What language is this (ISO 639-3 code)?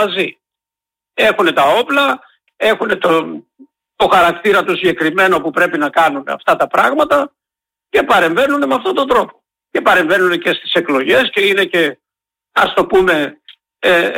ell